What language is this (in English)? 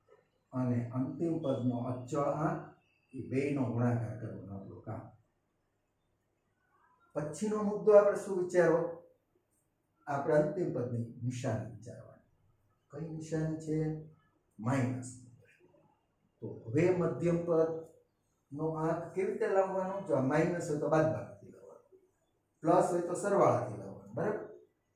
Gujarati